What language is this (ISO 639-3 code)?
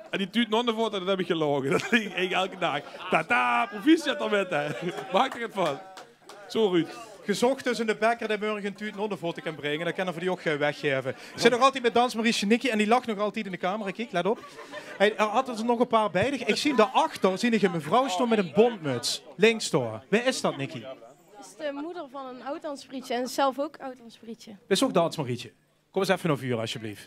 lim